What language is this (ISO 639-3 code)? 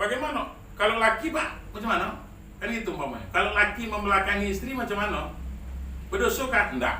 min